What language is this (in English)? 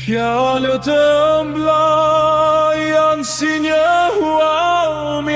Albanian